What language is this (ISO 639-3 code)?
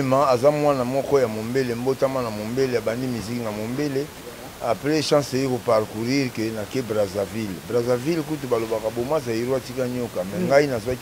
lin